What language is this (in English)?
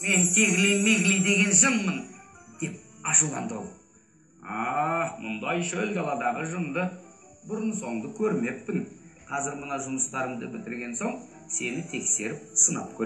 Kazakh